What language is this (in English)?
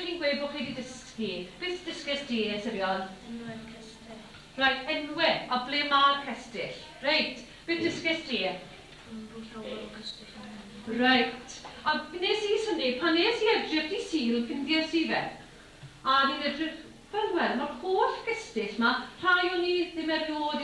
Welsh